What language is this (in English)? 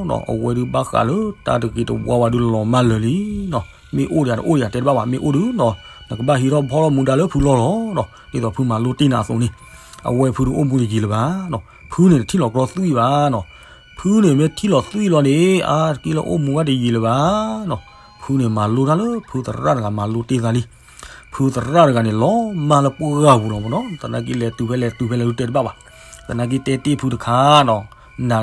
S'gaw Karen